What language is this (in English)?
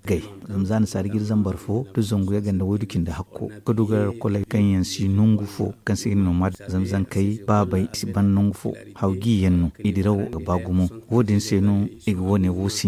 Zarma